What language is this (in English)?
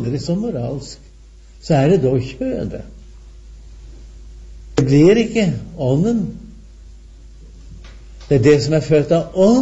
Norwegian